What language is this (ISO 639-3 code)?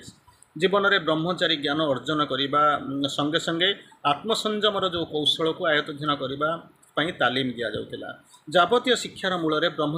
ori